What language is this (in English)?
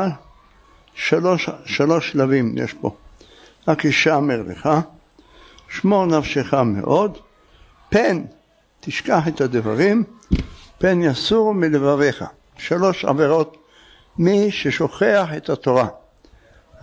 Hebrew